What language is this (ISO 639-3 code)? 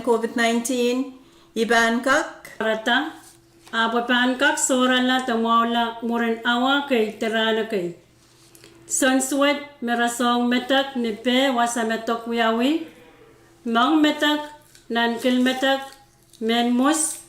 pon